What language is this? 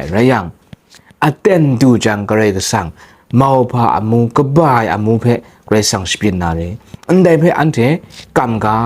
Kachin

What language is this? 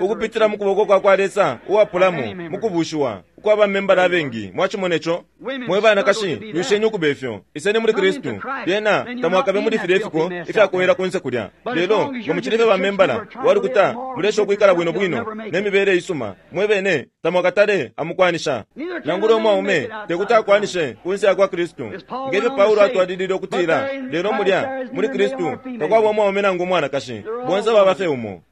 Bemba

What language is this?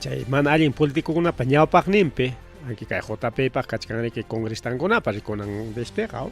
Ayacucho Quechua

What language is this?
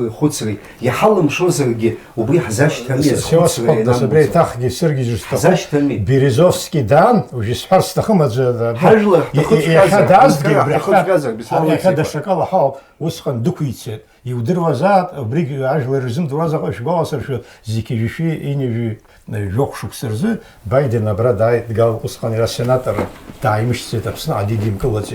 Abkhazian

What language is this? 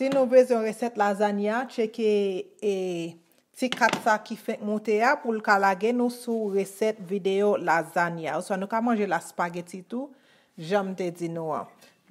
Haitian Creole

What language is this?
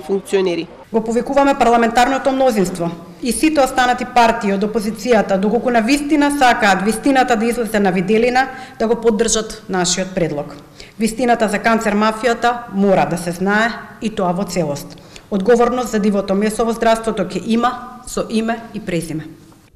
Macedonian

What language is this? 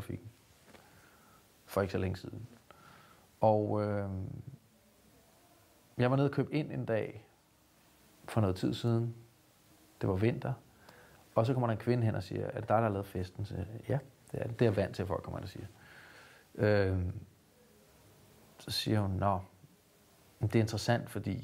Danish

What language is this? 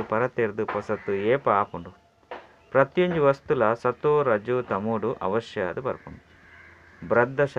Tulu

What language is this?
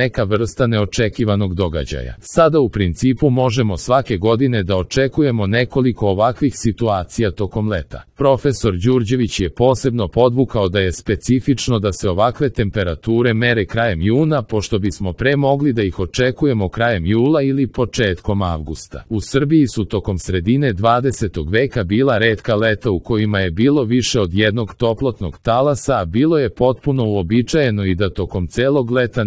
Serbian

